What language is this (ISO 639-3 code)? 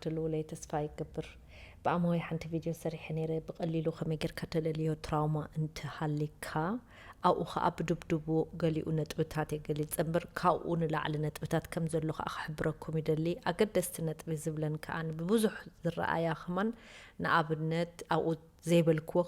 tir